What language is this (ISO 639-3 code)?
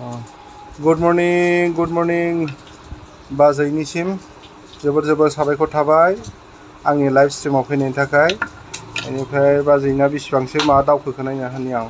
brx